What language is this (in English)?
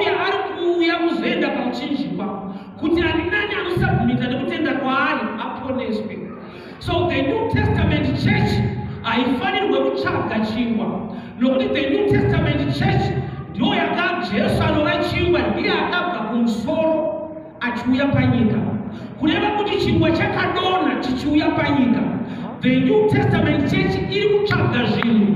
Shona